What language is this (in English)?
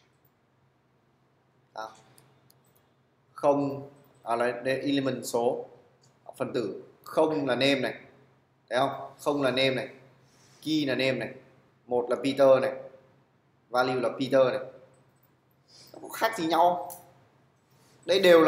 Vietnamese